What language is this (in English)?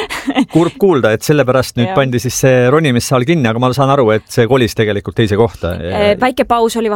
Estonian